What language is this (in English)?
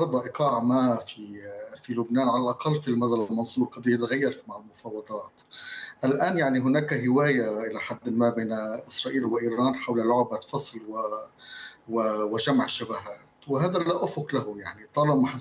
Arabic